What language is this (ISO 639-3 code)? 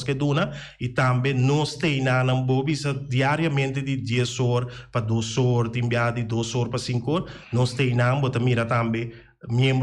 pap